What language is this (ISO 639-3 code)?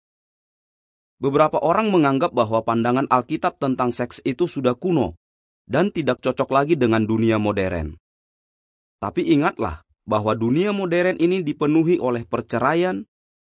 ind